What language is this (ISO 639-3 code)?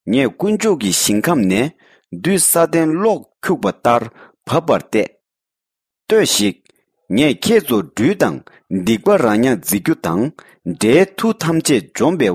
bod